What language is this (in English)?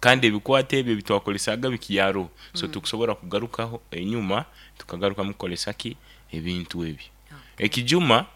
Nyankole